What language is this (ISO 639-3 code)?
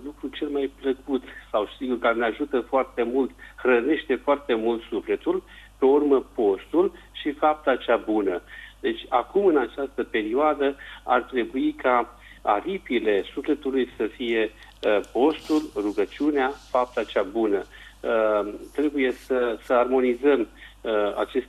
ron